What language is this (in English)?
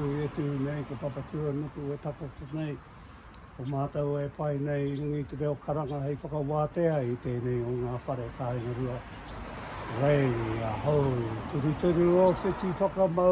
Māori